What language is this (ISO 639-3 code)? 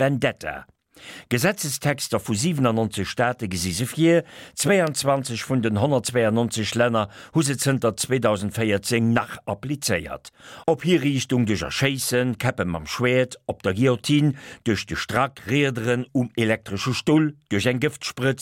ltz